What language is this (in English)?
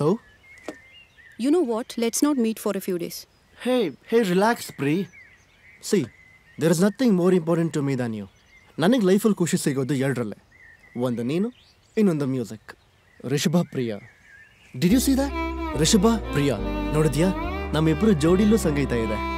Kannada